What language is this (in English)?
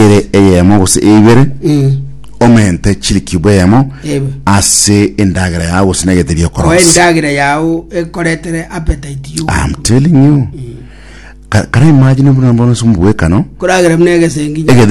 Gusii